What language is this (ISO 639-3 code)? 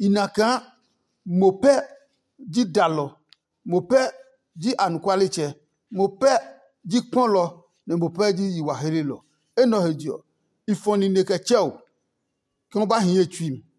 ada